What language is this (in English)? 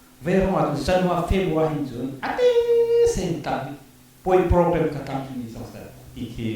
Hakha Chin